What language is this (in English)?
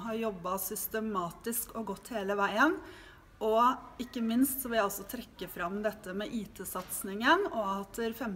Norwegian